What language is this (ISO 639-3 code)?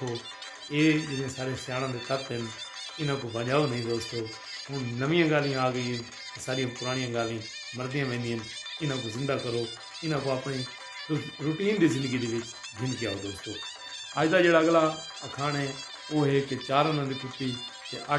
skr